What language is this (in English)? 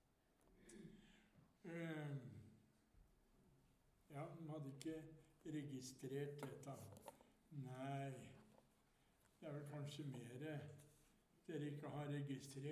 Norwegian